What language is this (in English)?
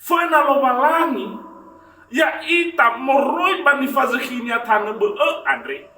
Nias